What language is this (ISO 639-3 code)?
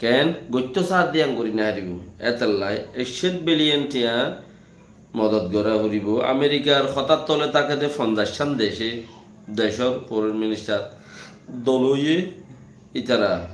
rhg